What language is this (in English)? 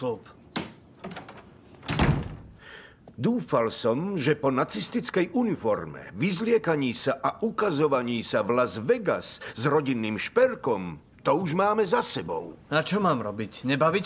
Slovak